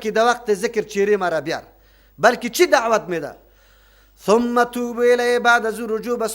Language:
Persian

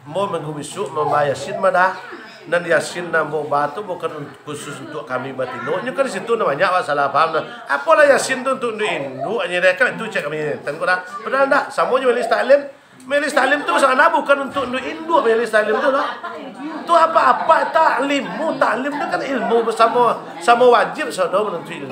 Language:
Minangkabau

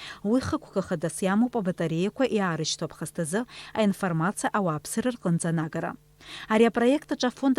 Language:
Abkhazian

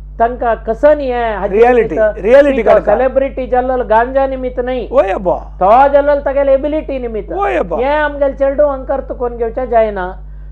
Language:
Konkani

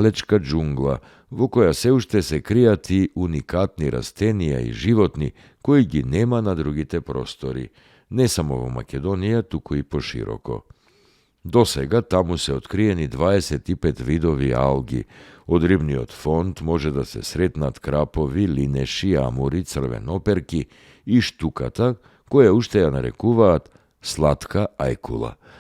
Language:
Macedonian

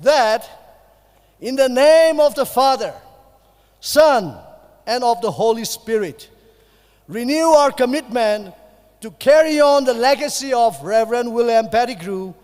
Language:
Tangkhul Naga (India)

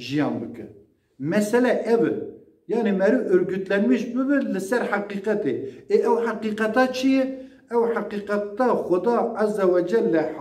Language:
Kurdish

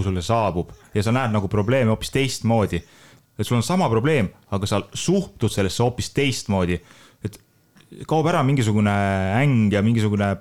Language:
Estonian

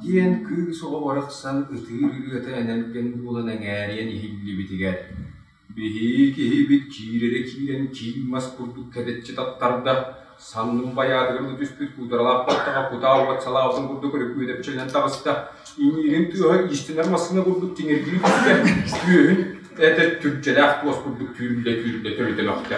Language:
Yakut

